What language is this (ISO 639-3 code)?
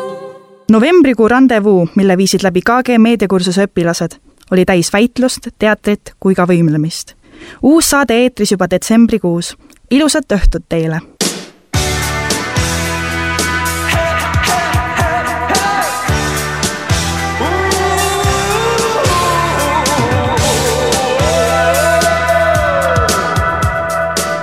est